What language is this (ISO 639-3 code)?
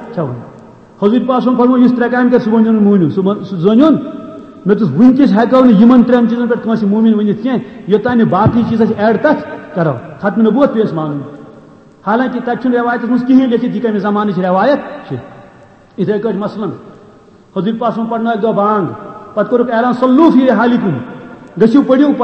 kas